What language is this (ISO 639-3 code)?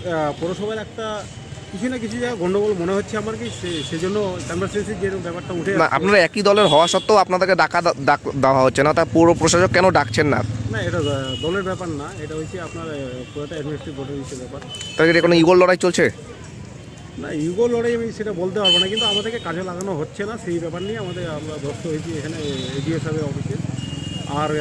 ben